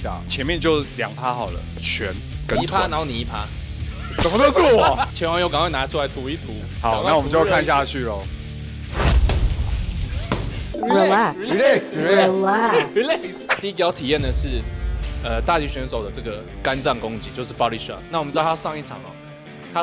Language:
Chinese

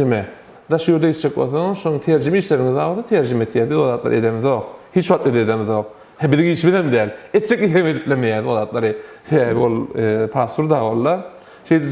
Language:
Turkmen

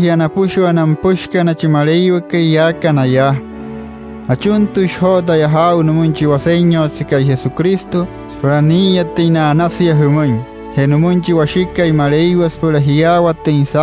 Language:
Wayuu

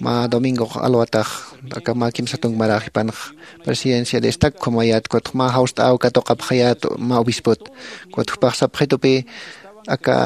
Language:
Aymara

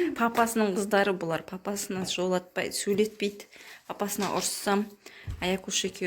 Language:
Kazakh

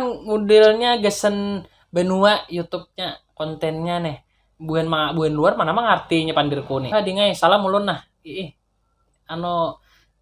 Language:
Banjar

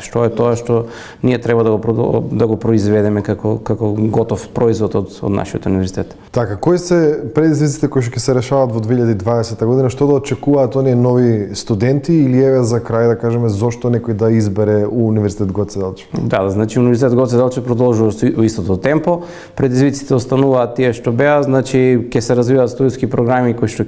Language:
Macedonian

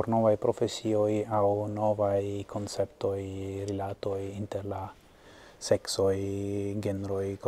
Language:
Esperanto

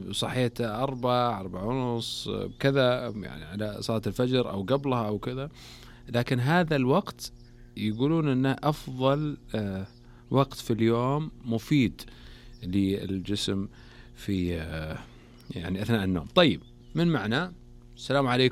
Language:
Najdi Arabic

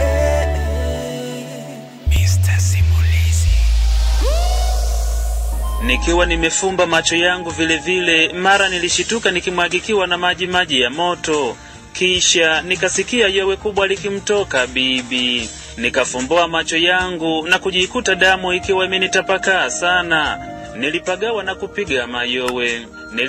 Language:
Swahili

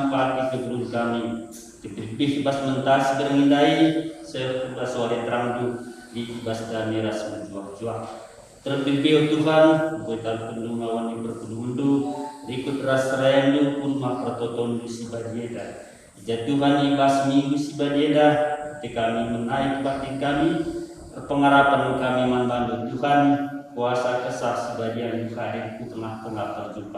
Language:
Batak Karo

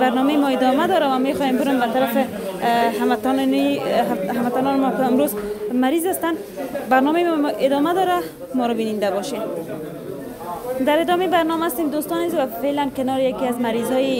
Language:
Persian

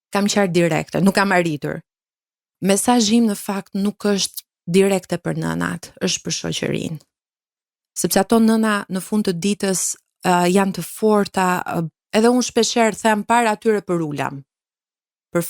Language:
Albanian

